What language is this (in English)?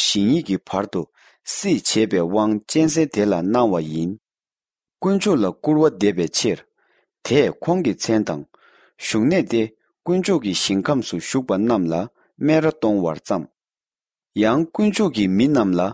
Tibetan